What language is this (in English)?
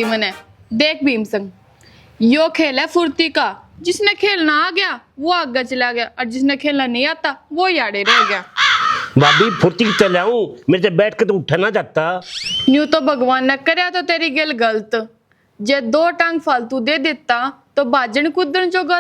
Haryanvi